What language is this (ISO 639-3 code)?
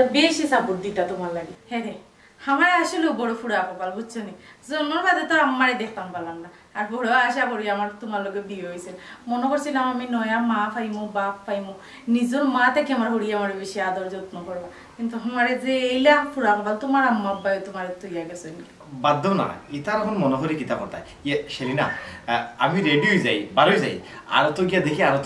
syl